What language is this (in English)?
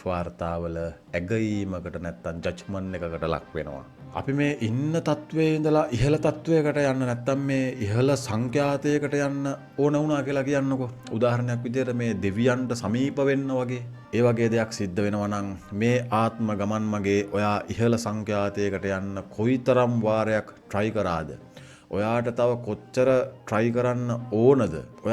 Sinhala